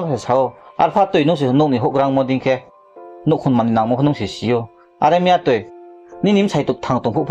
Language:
Riang (India)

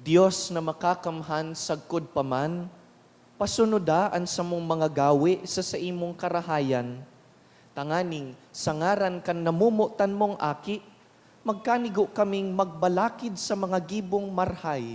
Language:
Bikol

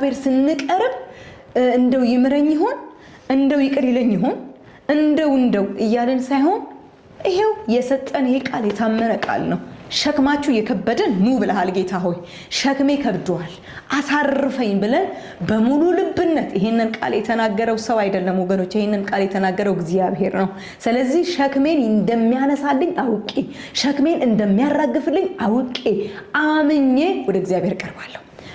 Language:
Amharic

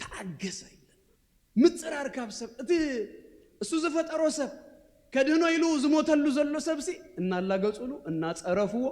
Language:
Tigrinya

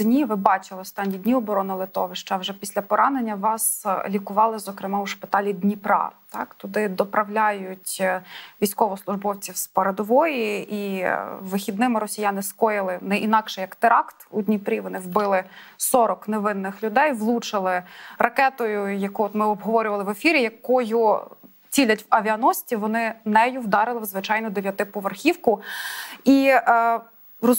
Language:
Ukrainian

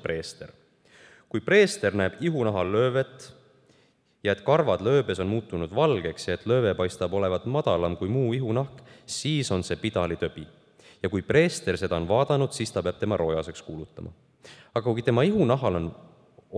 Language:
Estonian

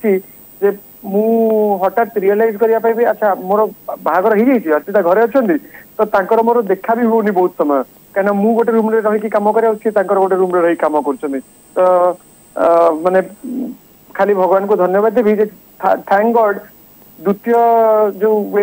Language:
Odia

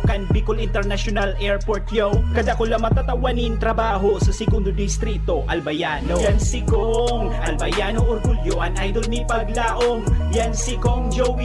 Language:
Bikol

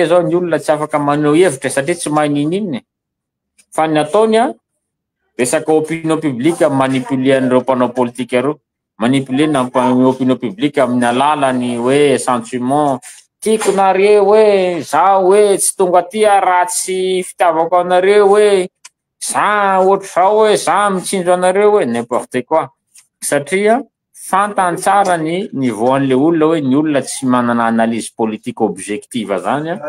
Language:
Malagasy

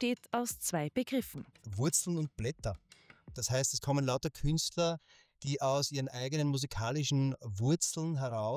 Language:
German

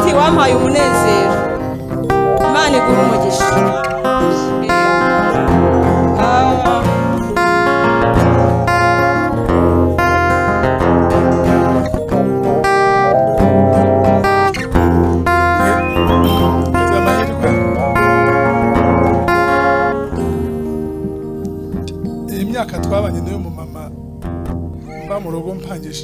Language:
Kinyarwanda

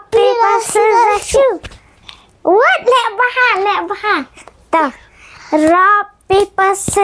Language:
Khasi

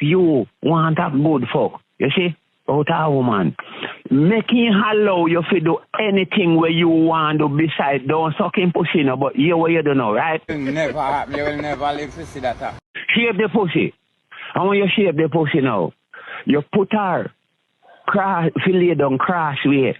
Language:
Jamaican Creole English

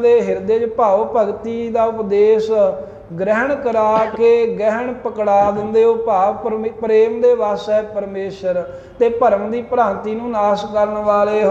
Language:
Punjabi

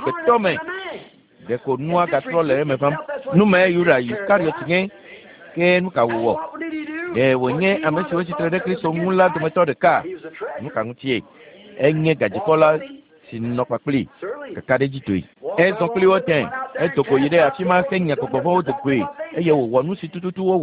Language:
Ewe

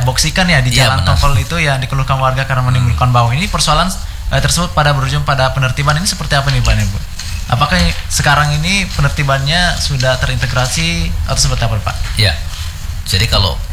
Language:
Indonesian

